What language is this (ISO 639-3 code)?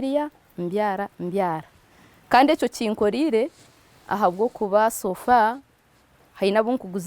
nyn